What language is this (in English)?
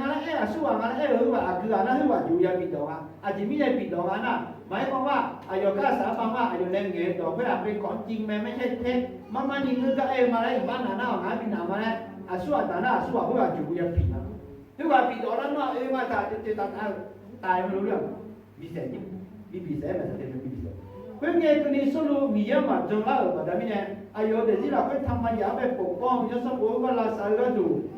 Akha